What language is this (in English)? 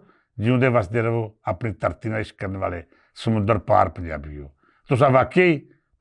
Western Panjabi